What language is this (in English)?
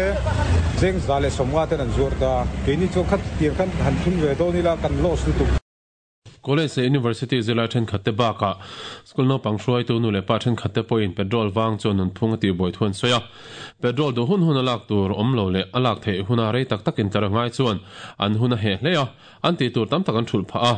Mizo